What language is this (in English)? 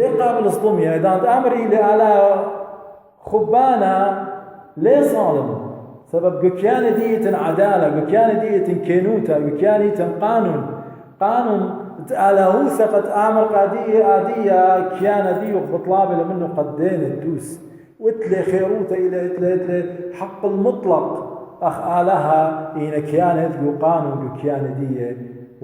Assyrian Neo-Aramaic